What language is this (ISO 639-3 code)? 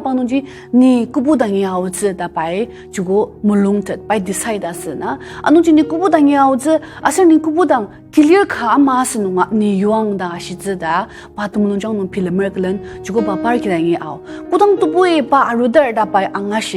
njo